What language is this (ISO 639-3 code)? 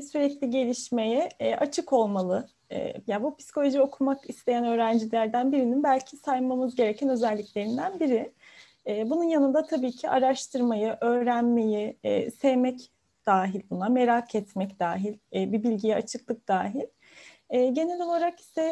tur